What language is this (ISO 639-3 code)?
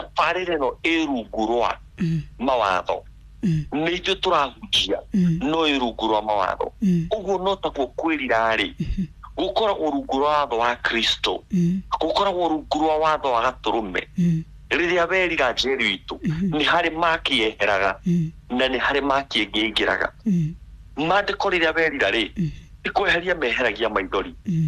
kik